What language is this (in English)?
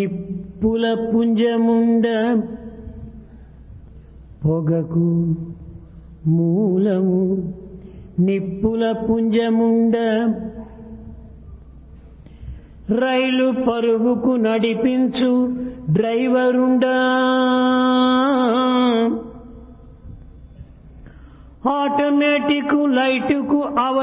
Telugu